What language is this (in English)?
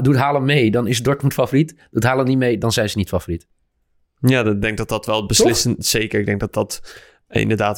Dutch